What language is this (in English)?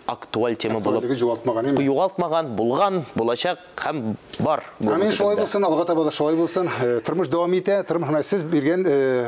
Tatar